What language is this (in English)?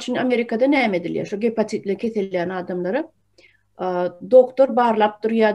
Turkmen